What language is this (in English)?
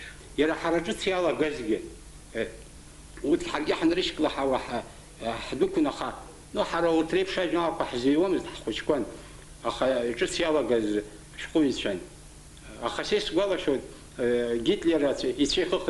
Abkhazian